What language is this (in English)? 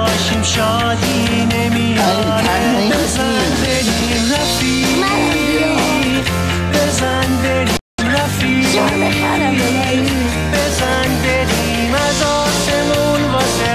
Persian